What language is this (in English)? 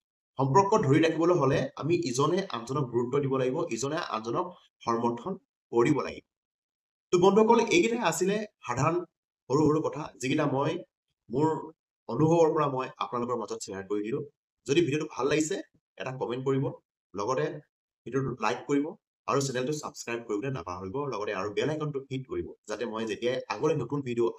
Assamese